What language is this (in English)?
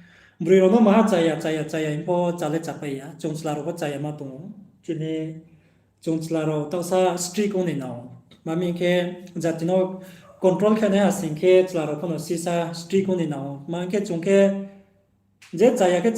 Riang (India)